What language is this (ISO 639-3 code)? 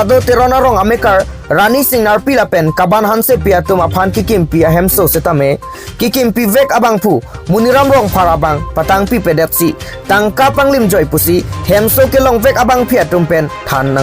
mjw